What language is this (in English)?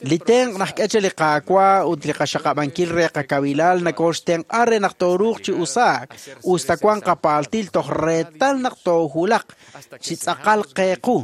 Kekchí